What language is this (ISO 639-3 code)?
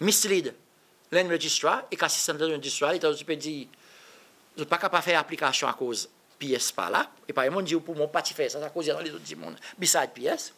crs